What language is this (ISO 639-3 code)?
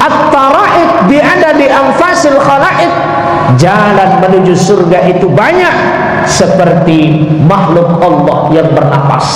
sas